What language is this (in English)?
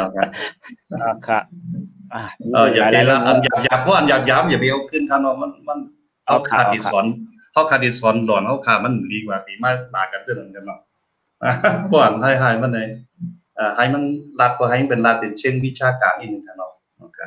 Shan